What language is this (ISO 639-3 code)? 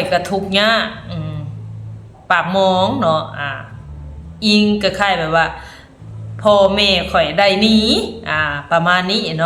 tts